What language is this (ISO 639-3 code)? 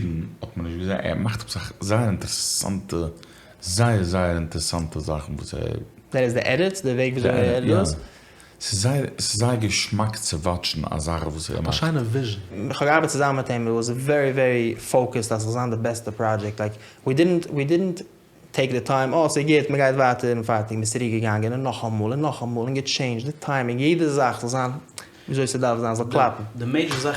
yid